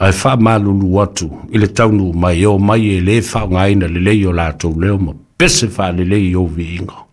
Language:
Samoan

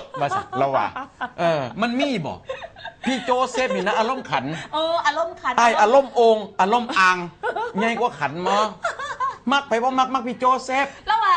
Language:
Northeastern Thai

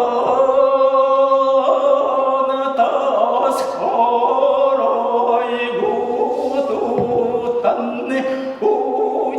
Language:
Yakut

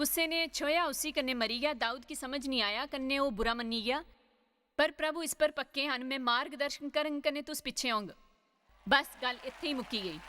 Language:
Dogri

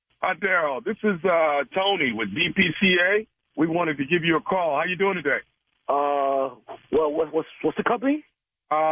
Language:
English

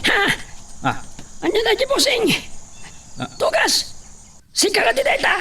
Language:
Iloko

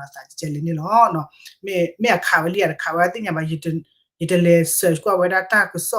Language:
S'gaw Karen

